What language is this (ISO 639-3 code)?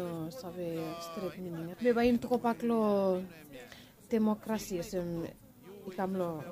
bis